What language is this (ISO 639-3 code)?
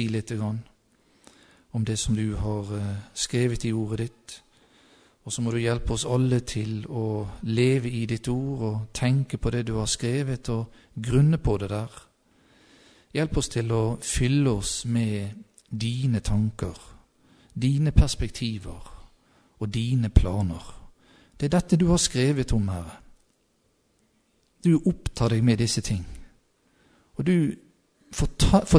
nor